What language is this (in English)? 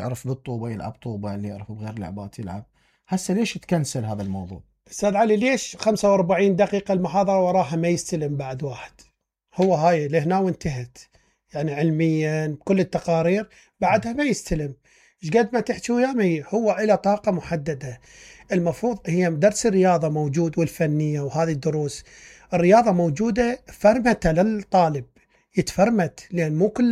Mesopotamian Arabic